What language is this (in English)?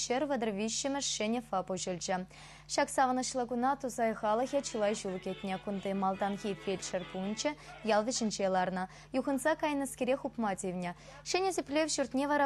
Chuvash